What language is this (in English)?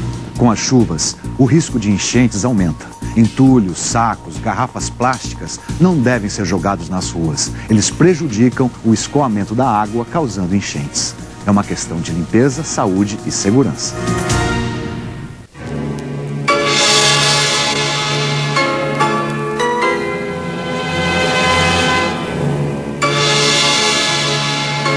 Portuguese